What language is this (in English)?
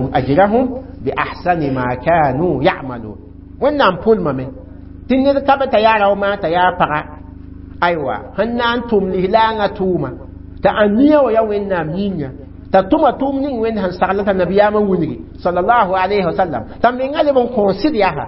Mossi